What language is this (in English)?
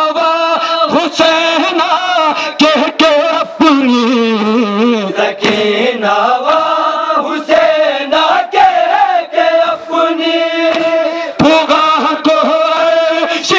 Urdu